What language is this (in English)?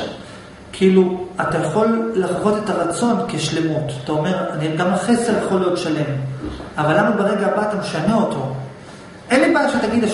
Hebrew